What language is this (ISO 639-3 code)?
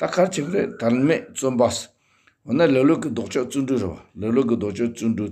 bod